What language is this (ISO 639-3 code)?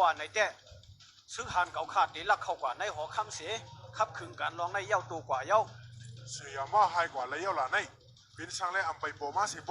shn